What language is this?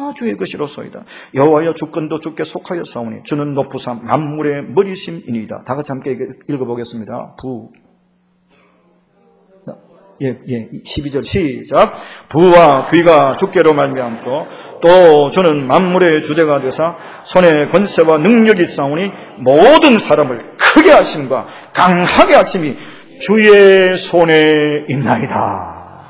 Korean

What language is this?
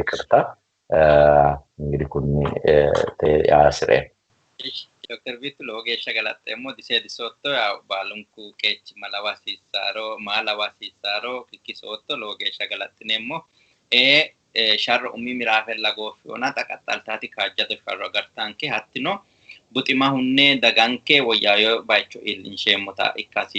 Sidamo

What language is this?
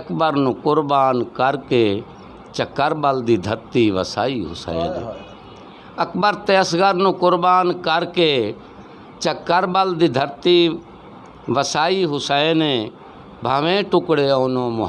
Western Panjabi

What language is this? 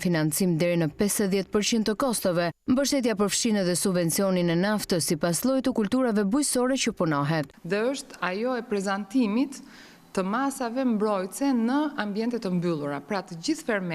Albanian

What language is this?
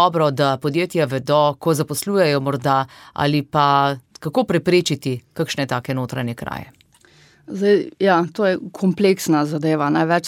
Slovenian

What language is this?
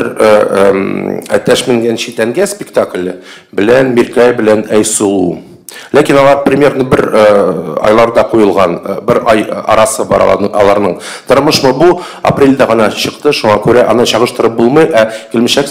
Tatar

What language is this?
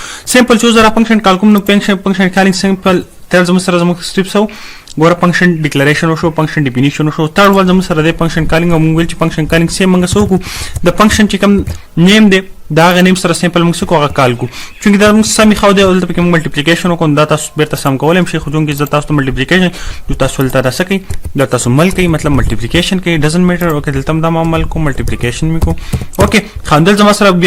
Pashto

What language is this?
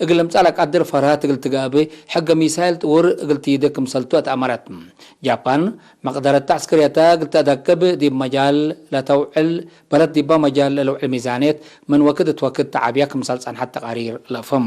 Tigre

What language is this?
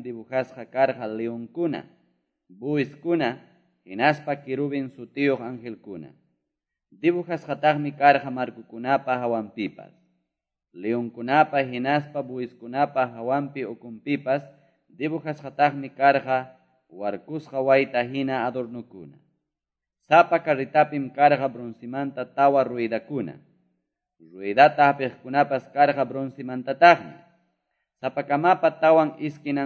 Quechua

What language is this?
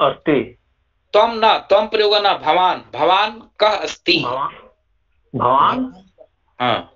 Sanskrit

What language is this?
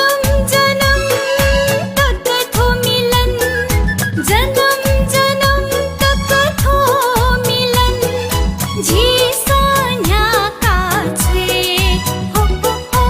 Newari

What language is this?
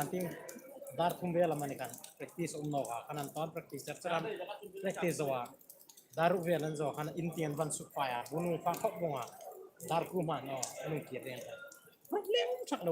Hmar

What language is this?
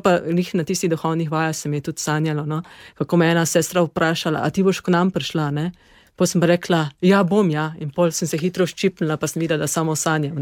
Slovenian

